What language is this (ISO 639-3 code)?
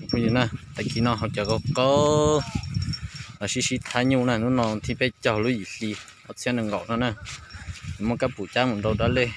hmn